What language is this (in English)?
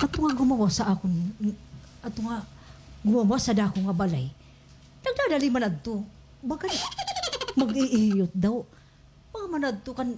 Waray